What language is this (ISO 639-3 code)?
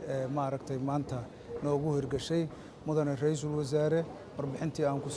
som